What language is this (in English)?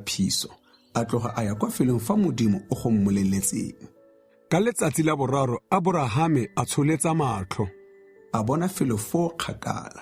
Tswana